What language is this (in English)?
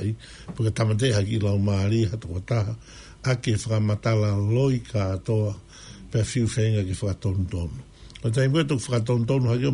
Tongan